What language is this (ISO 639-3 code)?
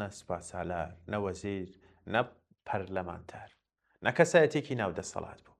ckb